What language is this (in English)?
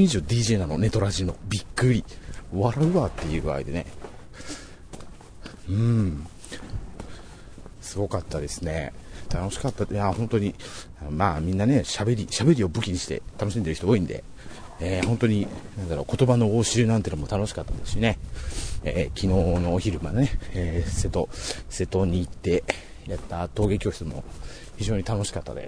Japanese